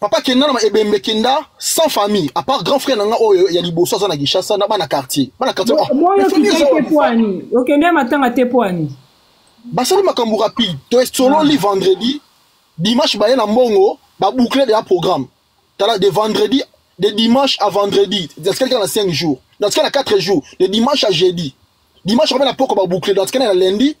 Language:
Lingala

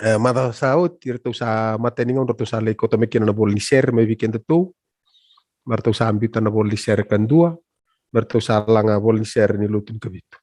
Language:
Fijian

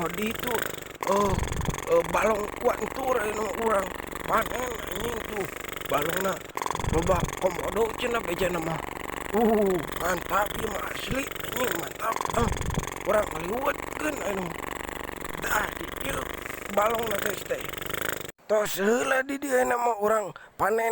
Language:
Sundanese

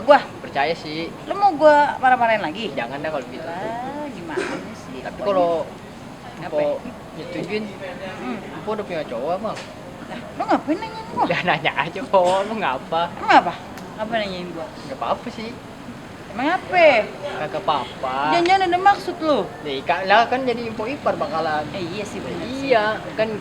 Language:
Betawi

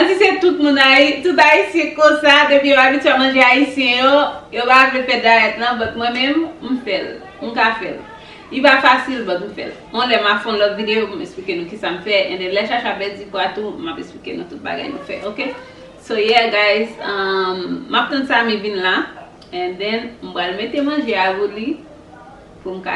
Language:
Haitian Creole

